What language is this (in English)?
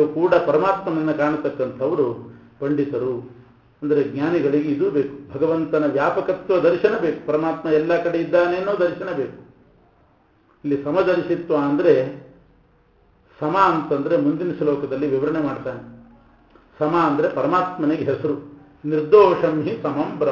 Kannada